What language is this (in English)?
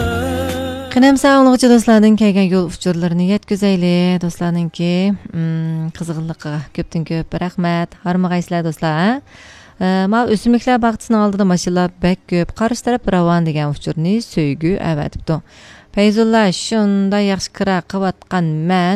Uyghur